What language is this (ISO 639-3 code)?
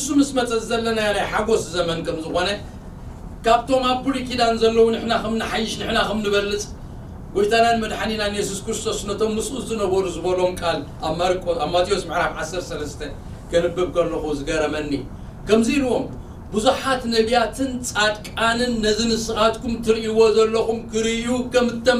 tir